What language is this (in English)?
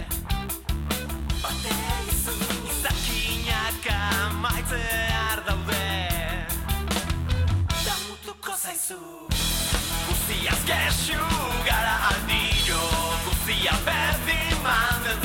Basque